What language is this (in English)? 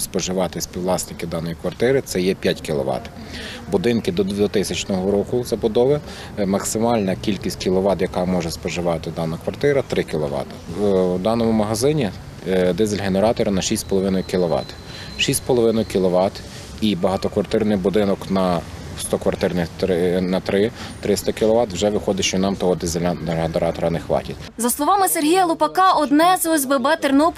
Ukrainian